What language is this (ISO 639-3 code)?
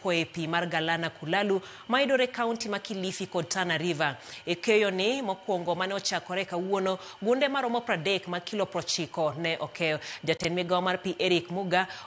luo